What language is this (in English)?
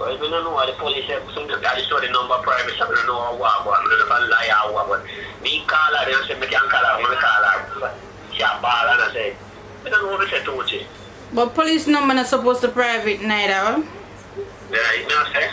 Jamaican Creole English